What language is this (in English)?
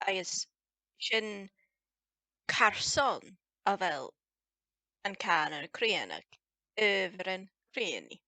Scottish Gaelic